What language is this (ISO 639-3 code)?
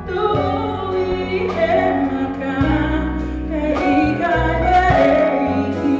ton